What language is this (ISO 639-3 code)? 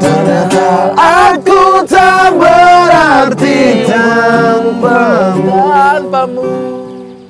ind